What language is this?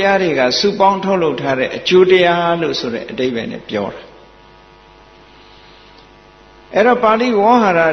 Burmese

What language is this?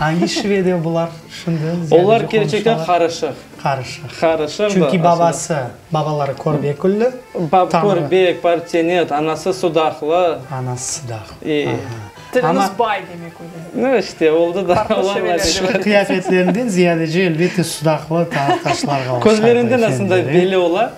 Crimean Tatar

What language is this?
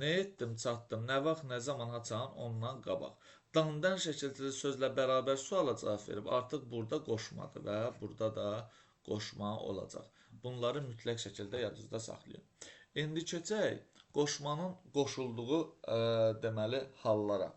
Azerbaijani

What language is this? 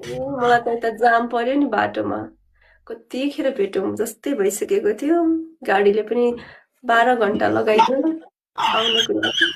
Nepali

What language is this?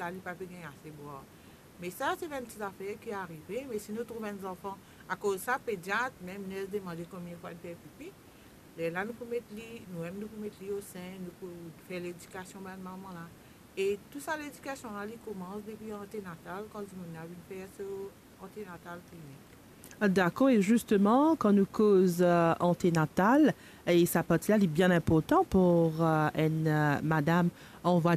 Morisyen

